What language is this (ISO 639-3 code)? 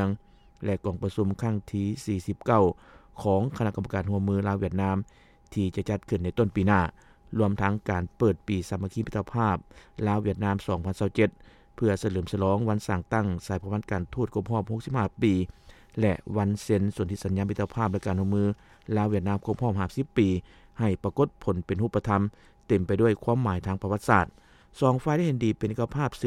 lao